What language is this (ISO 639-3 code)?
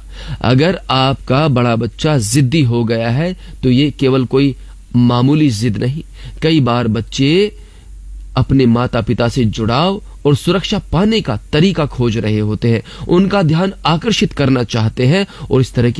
hin